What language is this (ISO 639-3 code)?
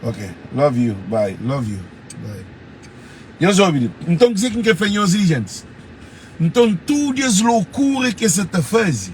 kea